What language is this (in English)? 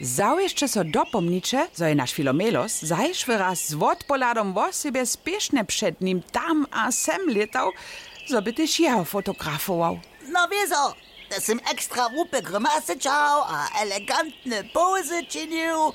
Upper Sorbian